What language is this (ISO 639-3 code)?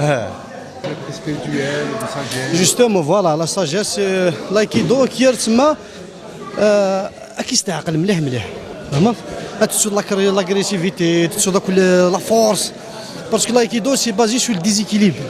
kab